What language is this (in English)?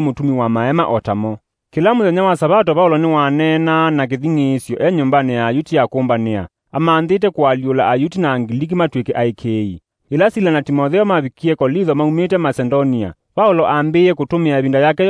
Kamba